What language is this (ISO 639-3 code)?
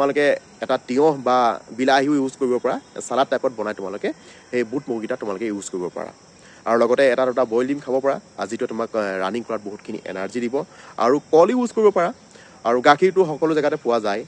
asm